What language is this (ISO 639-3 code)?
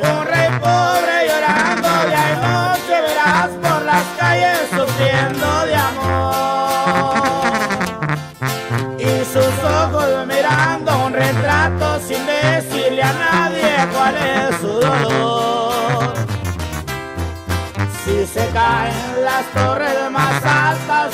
spa